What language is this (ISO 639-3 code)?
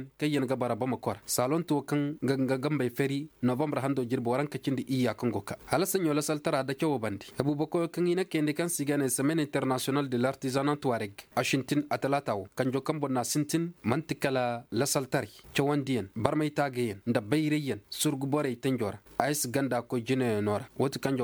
dje